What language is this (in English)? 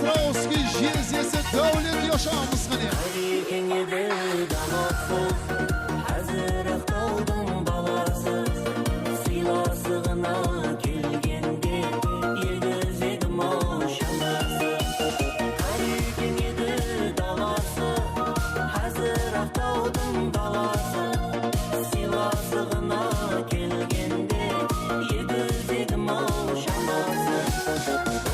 Kara-Kalpak